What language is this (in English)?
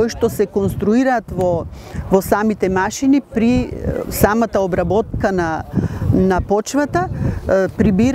Macedonian